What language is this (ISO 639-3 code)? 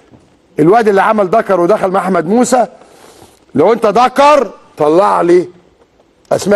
arz